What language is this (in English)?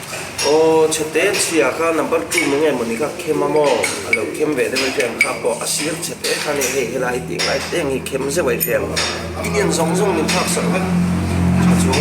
Mizo